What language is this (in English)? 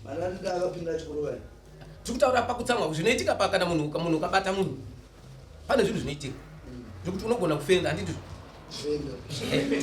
Shona